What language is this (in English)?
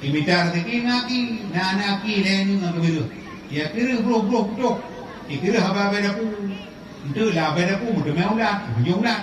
Achinese